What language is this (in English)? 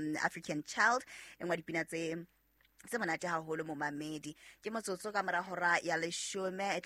Southern Sotho